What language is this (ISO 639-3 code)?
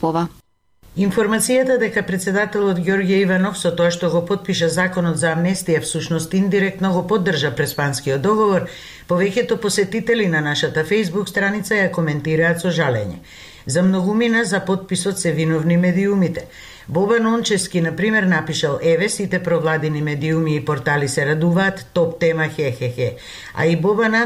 mkd